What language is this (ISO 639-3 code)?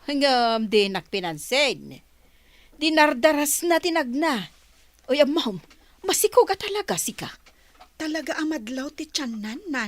ilo